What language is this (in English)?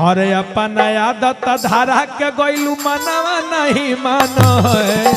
Magahi